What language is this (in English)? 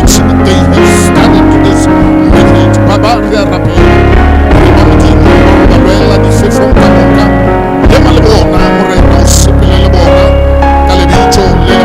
Northern Sotho